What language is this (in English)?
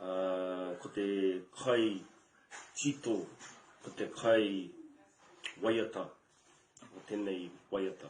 Māori